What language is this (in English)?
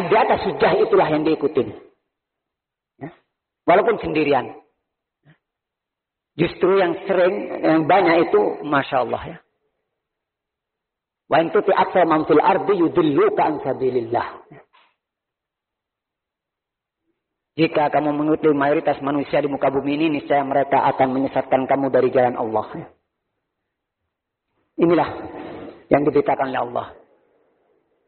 Indonesian